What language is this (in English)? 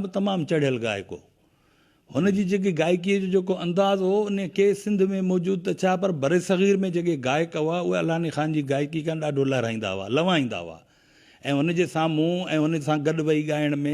Sindhi